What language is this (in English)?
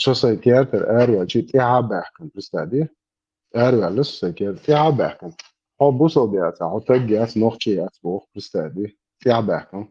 Chechen